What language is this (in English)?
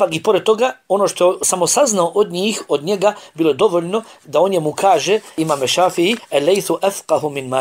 Bosnian